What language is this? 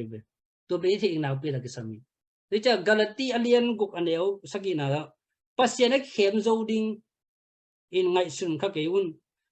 Tedim Chin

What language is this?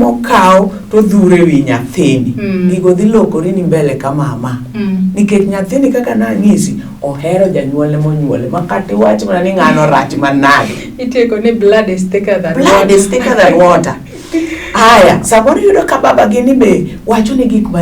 Luo (Kenya and Tanzania)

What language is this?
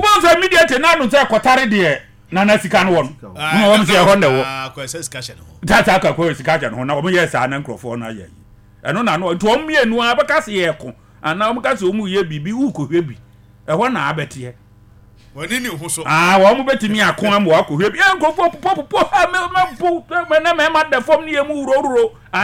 Akan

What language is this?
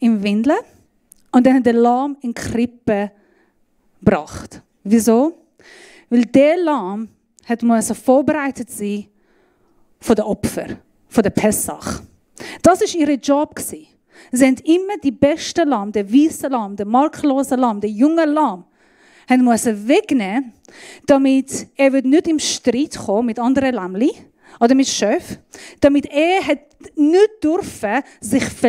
Swiss German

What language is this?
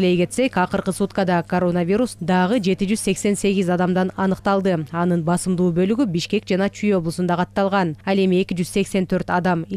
Kyrgyz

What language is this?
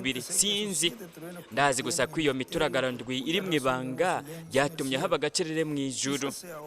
Rundi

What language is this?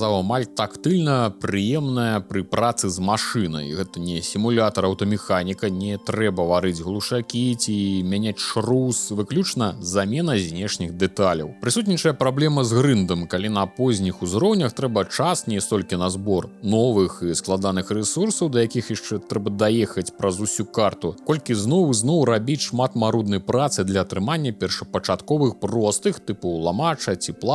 Belarusian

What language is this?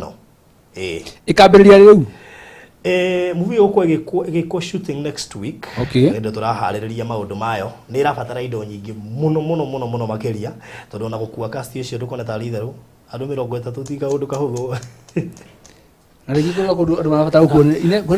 Kikuyu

